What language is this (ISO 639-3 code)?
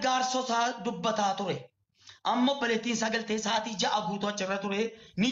orm